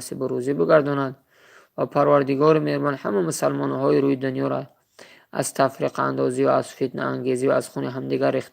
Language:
Tajik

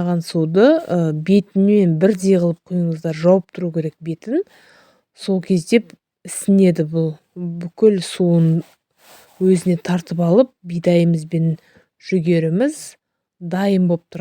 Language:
Kazakh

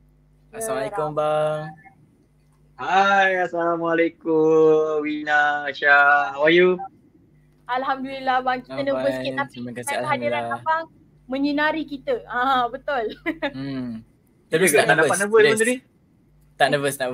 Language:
Malay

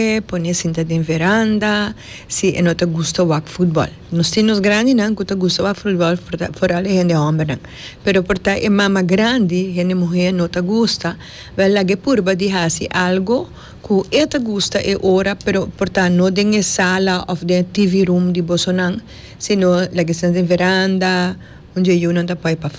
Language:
Papiamento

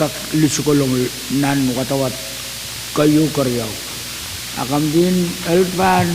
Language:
Pohnpeian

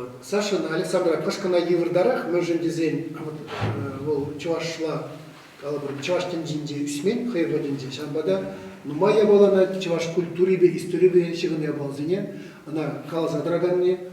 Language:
Chuvash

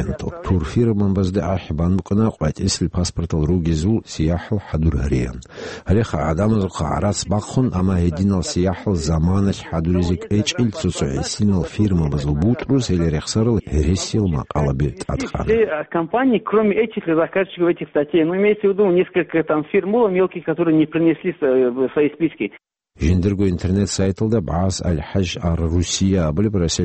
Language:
Avaric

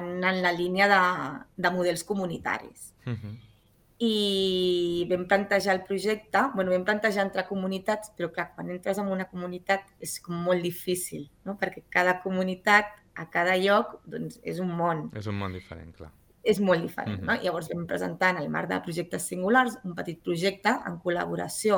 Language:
Catalan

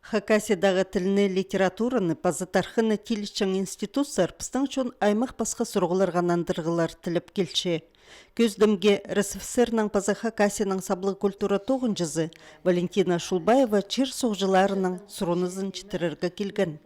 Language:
Khakas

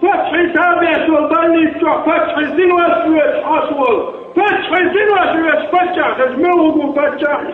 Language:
Chechen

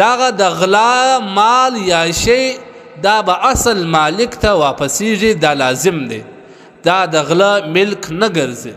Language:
Pashto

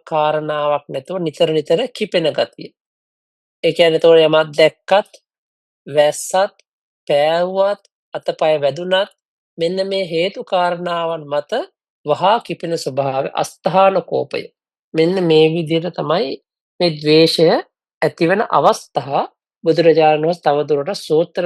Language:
Sinhala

